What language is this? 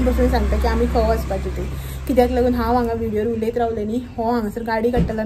Konkani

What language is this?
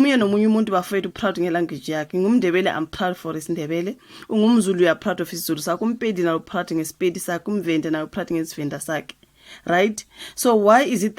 Zulu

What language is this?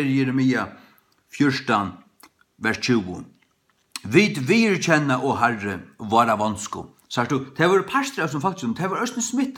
Faroese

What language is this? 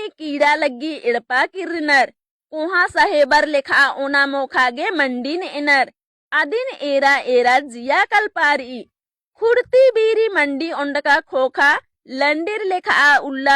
Kurukh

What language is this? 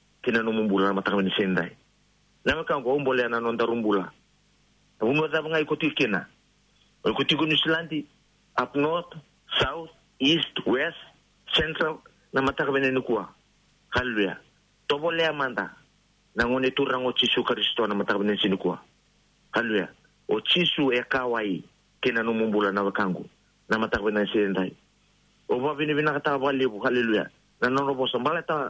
Fijian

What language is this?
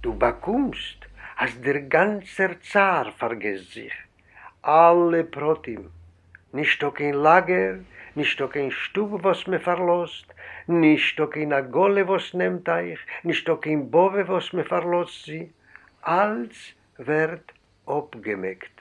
Yiddish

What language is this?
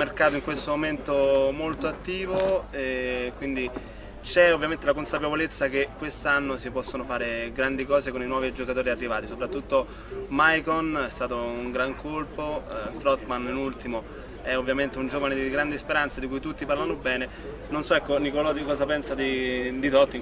Italian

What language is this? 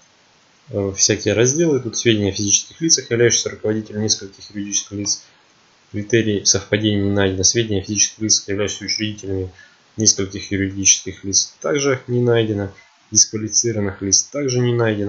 Russian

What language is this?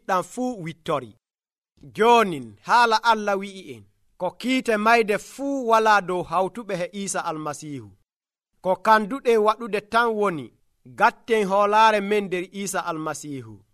Nigerian Fulfulde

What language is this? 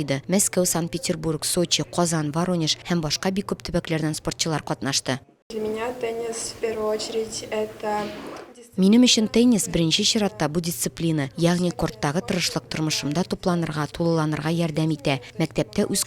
Tatar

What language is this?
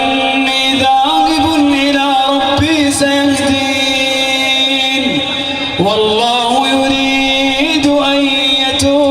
Chechen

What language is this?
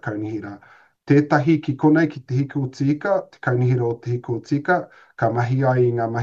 Māori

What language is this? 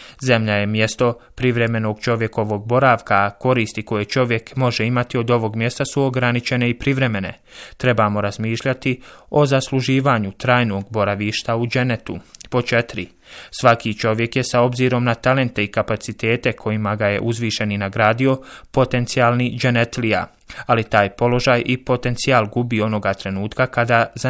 Bosnian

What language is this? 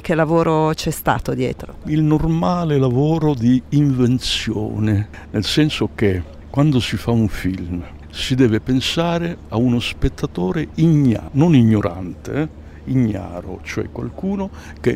Italian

